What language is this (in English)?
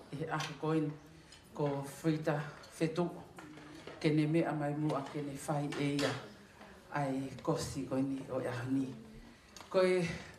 Tongan